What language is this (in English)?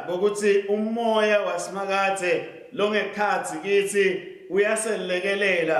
Swati